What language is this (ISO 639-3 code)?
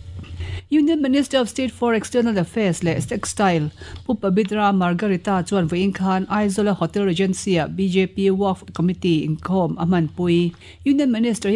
lus